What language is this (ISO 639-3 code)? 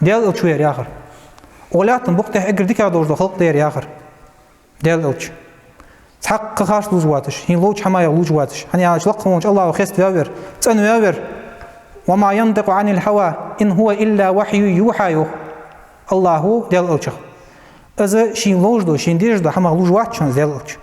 inh